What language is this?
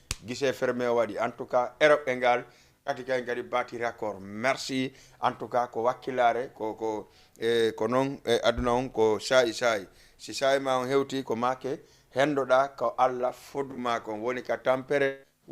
Fula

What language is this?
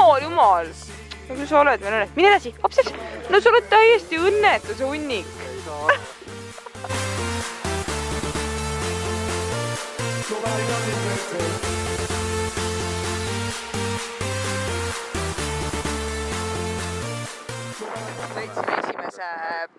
Estonian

